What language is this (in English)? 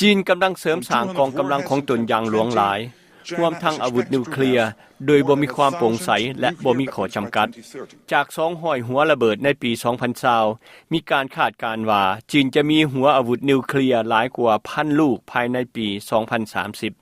Lao